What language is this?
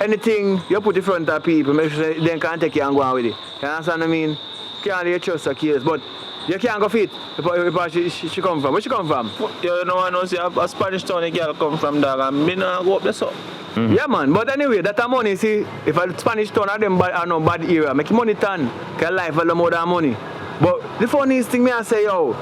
Jamaican Creole English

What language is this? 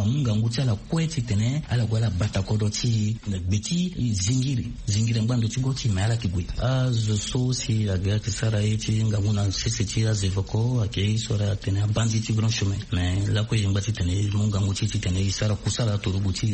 Sango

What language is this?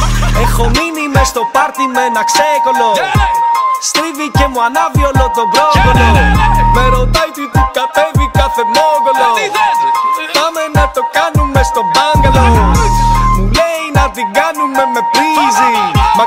Greek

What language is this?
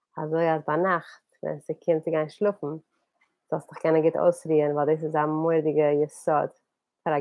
Yiddish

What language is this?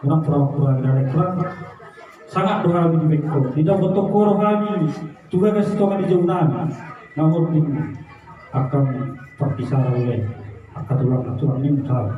Batak Toba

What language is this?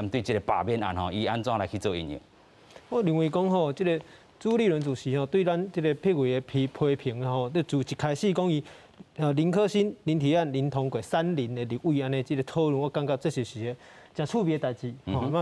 Min Nan Chinese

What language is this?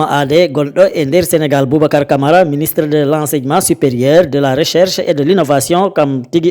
Fula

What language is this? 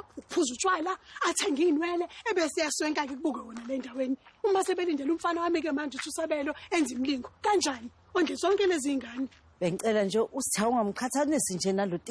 Zulu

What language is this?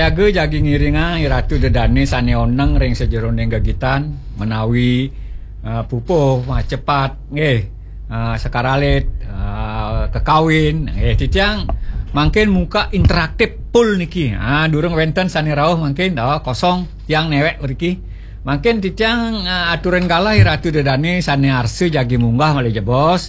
Balinese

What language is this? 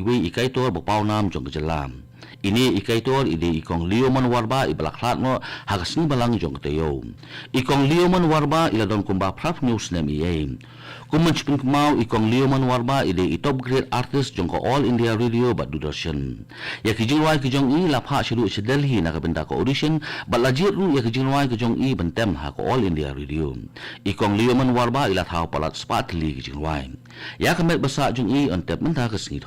Khasi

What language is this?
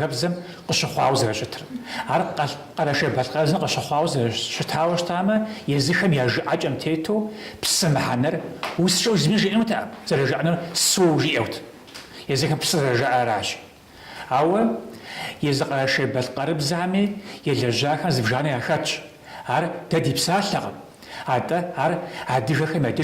Kabardian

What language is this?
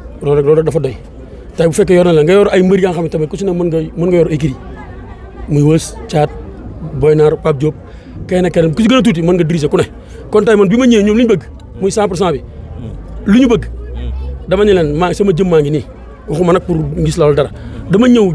Wolof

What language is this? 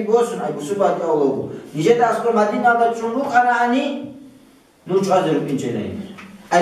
Avaric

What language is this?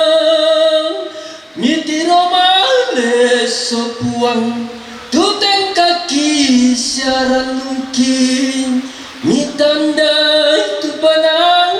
Toraja-Sa'dan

